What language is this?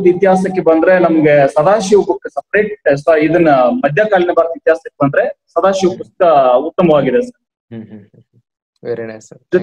Kannada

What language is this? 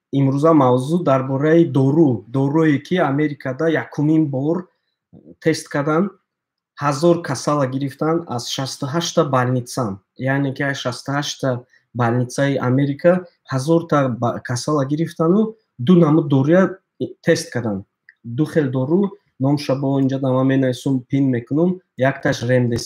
Tajik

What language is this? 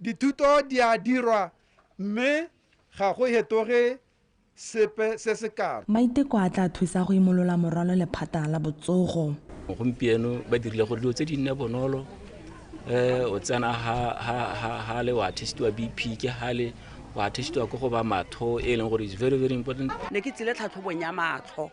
Tswana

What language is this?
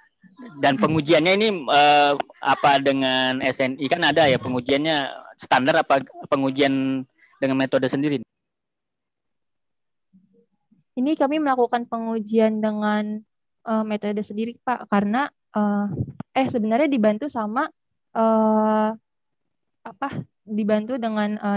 Indonesian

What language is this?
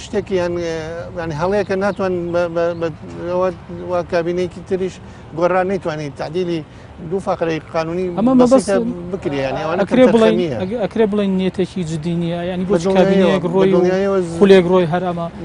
Central Kurdish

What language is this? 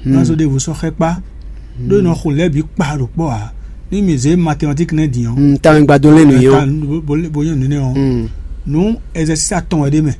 Fon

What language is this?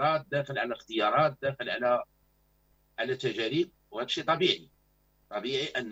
Moroccan Arabic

